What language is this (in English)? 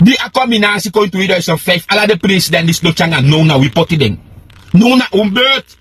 Sranan Tongo